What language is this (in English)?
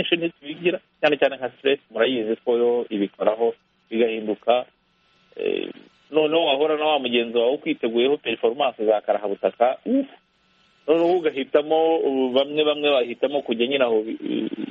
Kinyarwanda